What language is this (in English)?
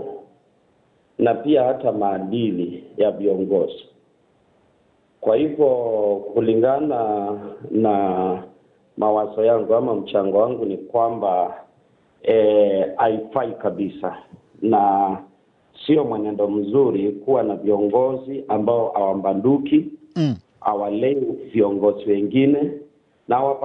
Swahili